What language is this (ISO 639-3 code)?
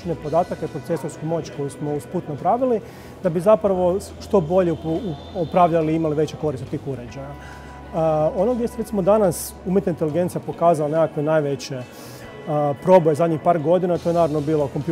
hrv